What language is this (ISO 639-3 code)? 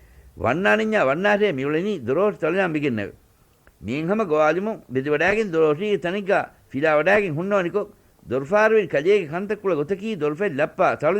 div